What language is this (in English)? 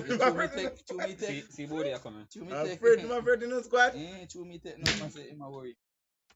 Jamaican Creole English